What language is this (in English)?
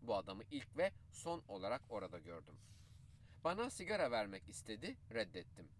Turkish